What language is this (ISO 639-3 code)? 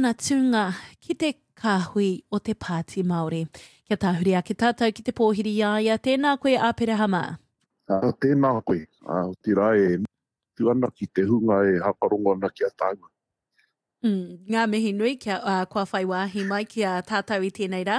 mri